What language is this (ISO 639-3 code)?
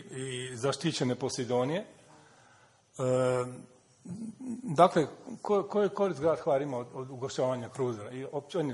hrv